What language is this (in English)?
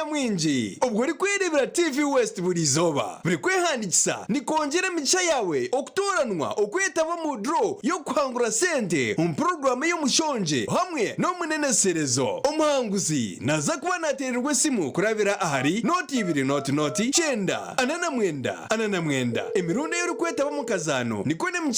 Nyankole